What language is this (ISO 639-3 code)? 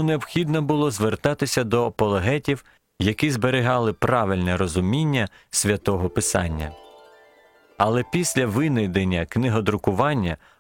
ukr